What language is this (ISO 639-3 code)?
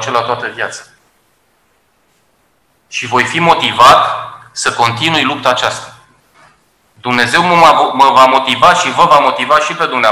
ron